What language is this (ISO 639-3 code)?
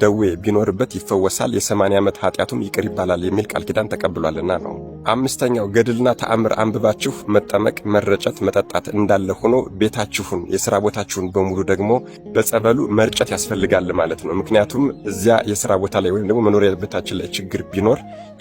amh